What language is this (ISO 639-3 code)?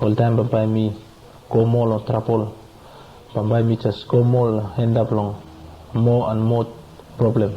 bis